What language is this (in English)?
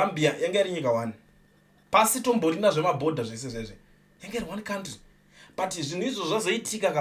Shona